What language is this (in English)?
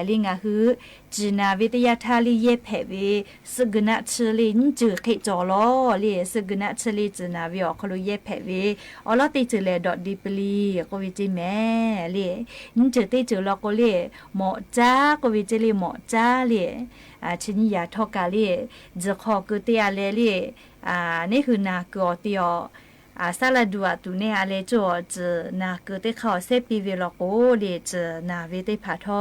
Lahu